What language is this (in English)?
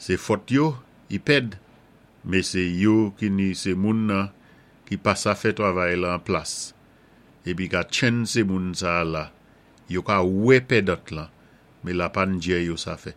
Saint Lucian Creole French